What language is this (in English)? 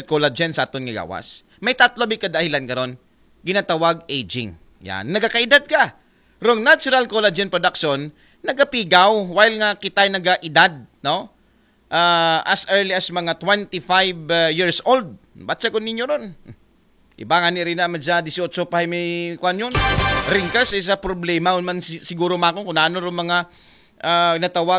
Aklanon